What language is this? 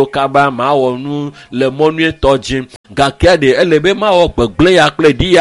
Ewe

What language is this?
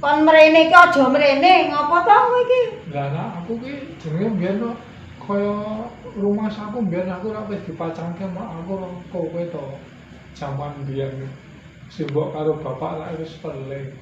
Javanese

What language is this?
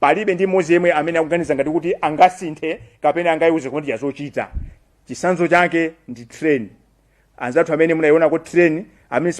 Nyanja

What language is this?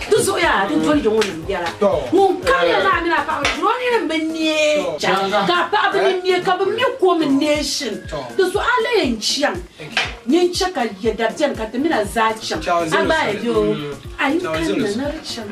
Dagbani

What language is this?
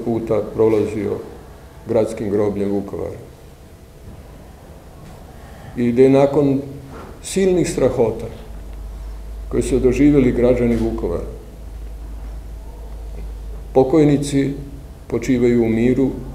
Croatian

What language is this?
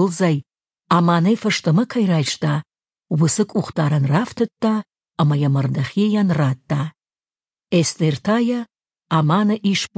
Ossetic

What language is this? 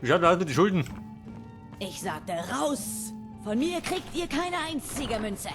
Bavarian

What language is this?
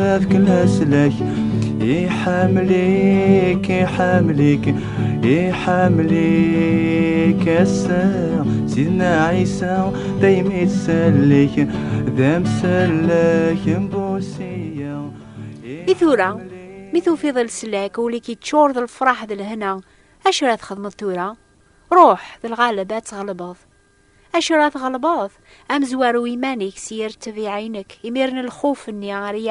Kabyle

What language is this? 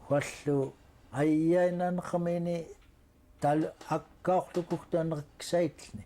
Central Yupik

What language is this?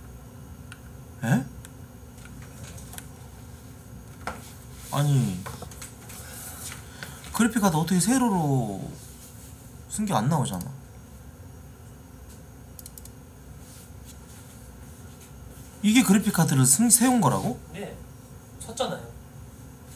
Korean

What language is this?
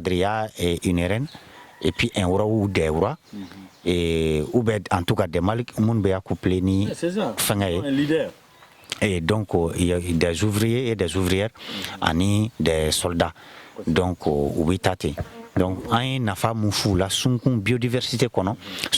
Bambara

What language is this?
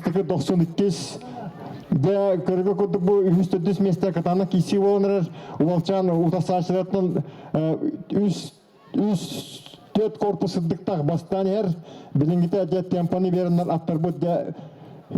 Yakut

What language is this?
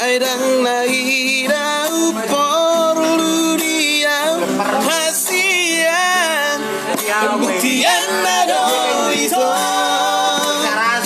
Batak Toba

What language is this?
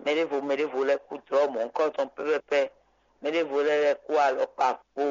Fon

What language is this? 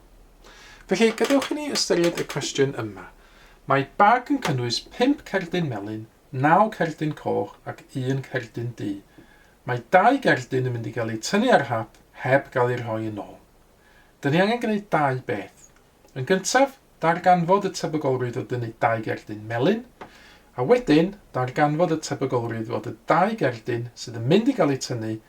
Welsh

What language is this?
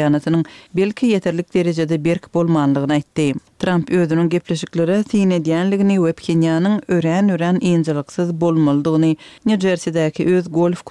Turkmen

